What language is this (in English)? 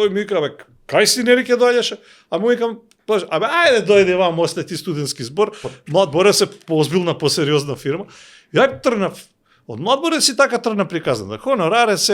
Macedonian